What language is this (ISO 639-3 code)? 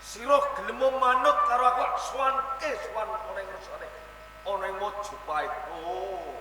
jav